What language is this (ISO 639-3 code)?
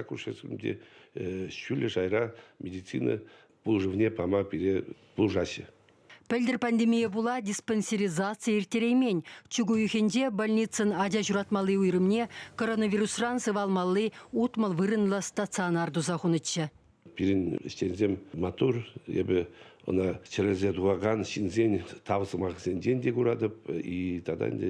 chv